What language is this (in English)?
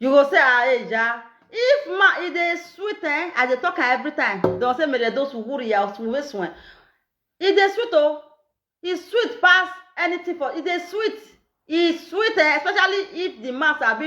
Nigerian Pidgin